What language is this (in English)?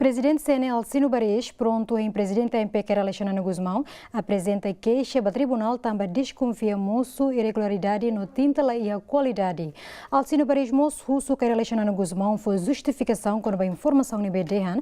Tetum